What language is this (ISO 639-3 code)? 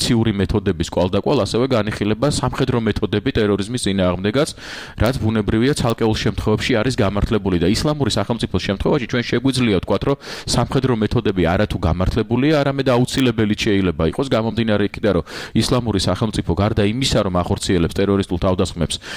kat